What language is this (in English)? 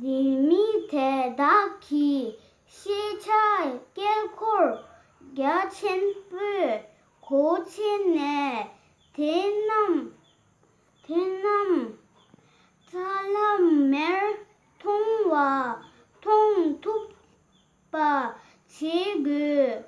Tibetan